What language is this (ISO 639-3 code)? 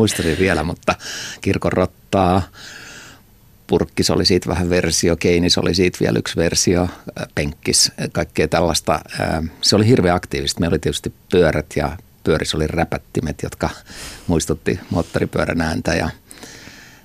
fin